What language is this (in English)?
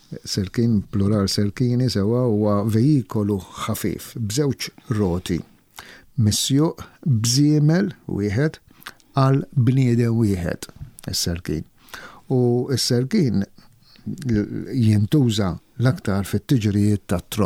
Maltese